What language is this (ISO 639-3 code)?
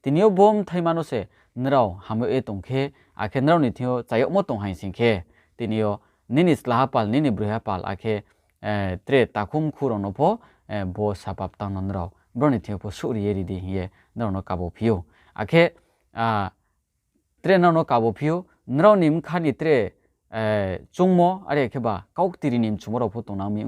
ria